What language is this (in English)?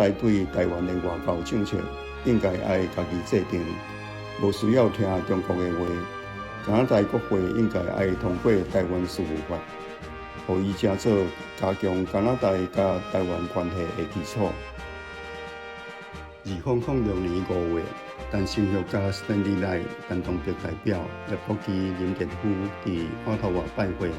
Min Nan Chinese